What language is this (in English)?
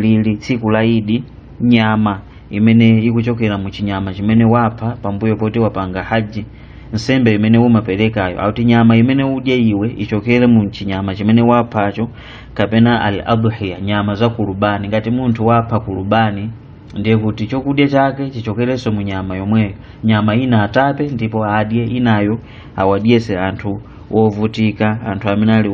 Nyanja